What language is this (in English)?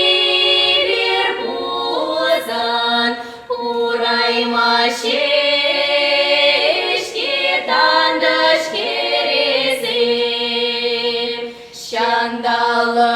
Chuvash